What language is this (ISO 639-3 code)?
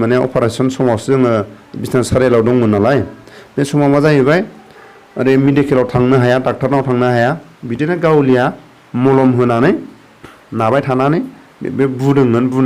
brx